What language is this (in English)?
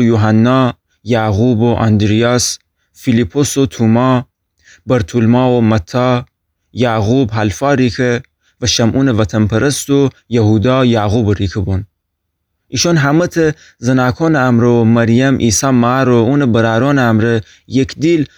Gilaki